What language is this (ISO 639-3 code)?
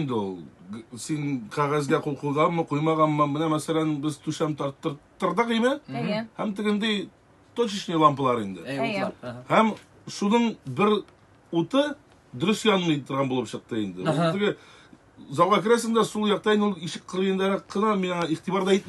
tat